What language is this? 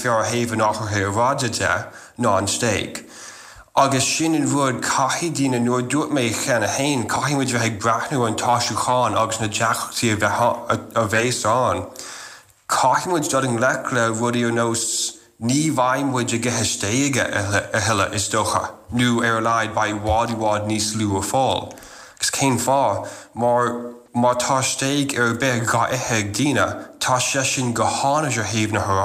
Irish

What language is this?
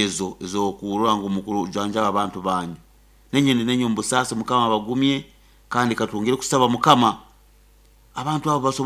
Nyoro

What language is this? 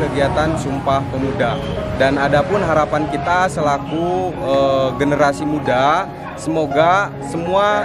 Indonesian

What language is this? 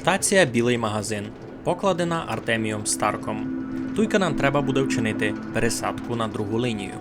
Rusyn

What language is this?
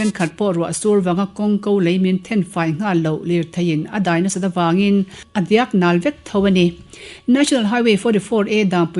Mizo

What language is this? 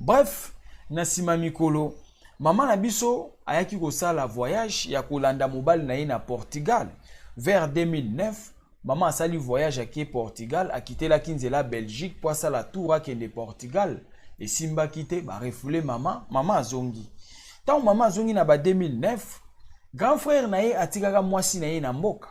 Lingala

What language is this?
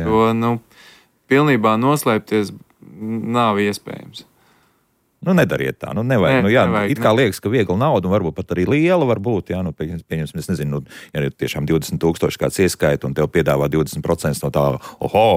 Latvian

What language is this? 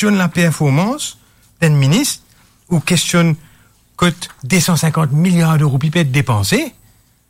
Morisyen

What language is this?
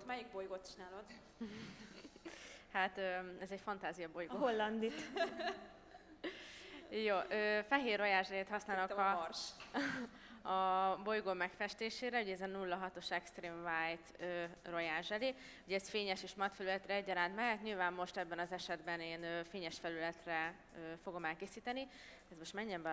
Hungarian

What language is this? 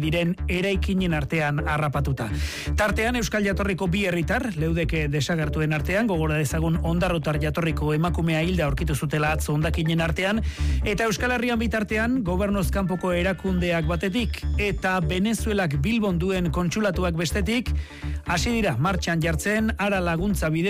Basque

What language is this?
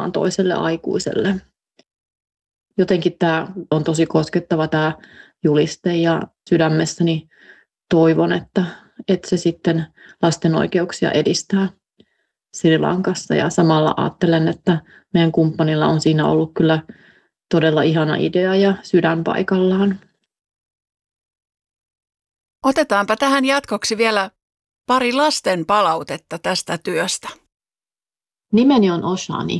Finnish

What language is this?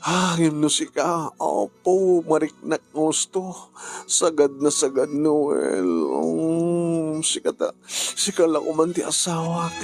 Iloko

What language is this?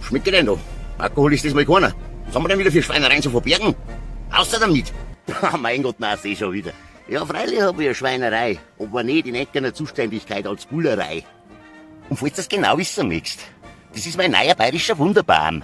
Bavarian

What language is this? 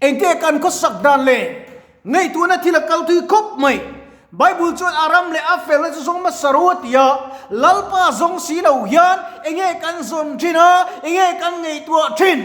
Mizo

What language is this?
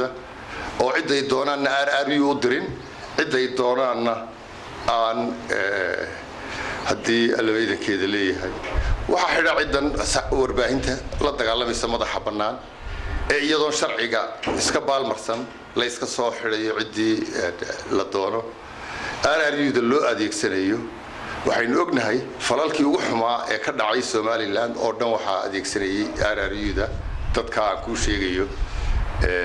Somali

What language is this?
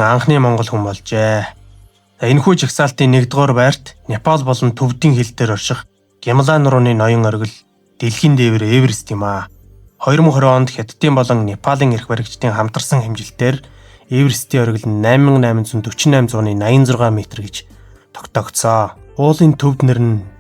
Mongolian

